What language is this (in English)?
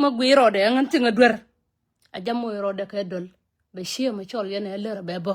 Nuer